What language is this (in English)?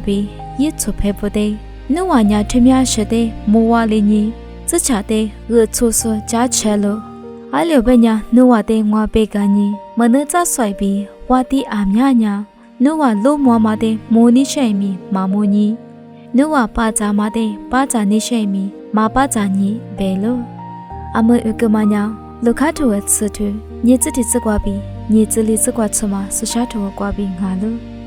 Lisu